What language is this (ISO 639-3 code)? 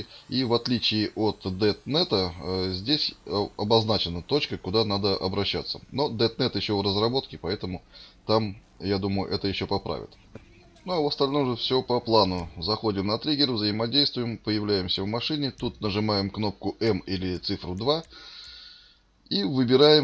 rus